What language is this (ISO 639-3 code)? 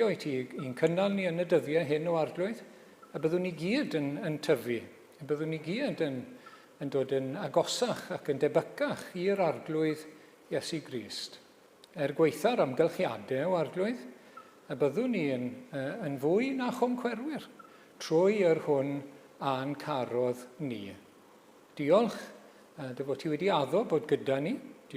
cym